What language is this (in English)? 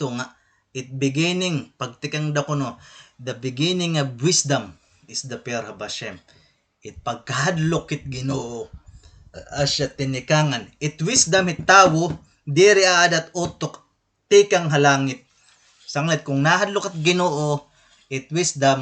Waray